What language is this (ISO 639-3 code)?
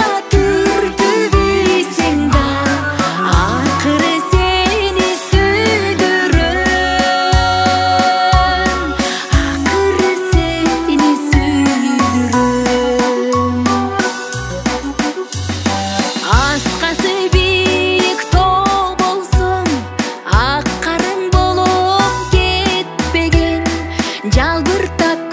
kir